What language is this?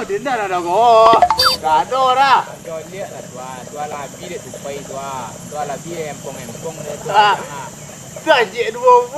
Minangkabau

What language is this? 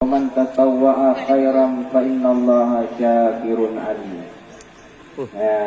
Achinese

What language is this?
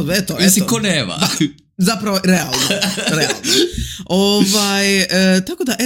Serbian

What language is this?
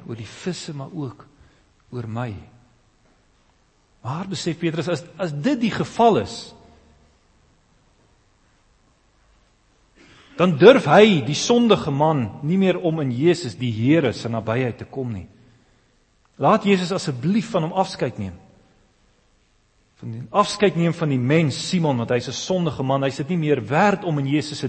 Afrikaans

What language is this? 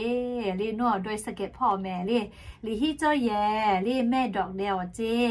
Lahu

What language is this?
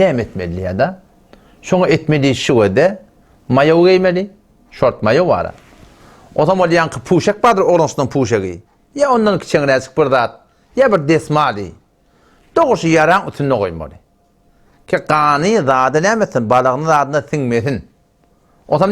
Turkmen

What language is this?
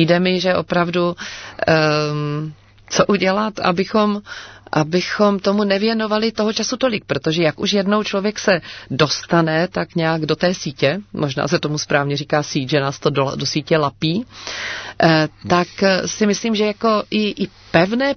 Czech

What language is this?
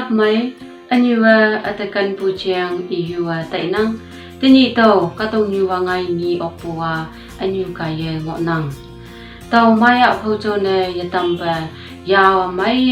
Konyak Naga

